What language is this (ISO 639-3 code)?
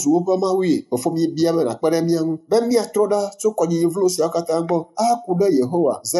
ewe